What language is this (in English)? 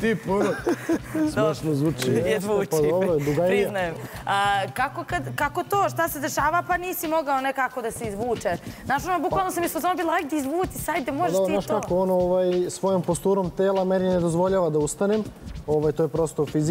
Serbian